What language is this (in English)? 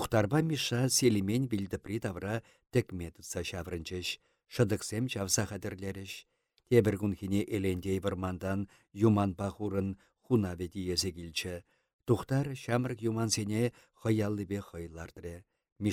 Chuvash